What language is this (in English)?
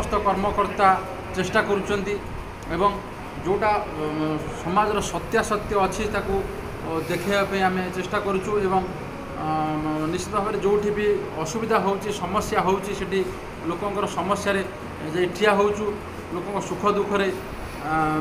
Odia